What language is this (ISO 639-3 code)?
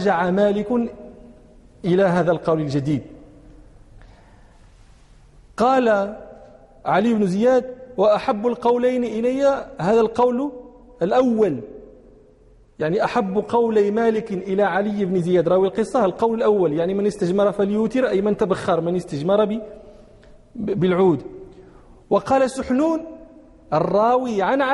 ara